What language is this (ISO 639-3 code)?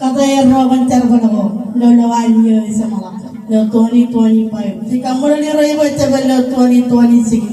mah